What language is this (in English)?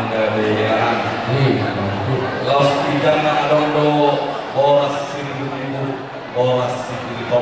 Batak Toba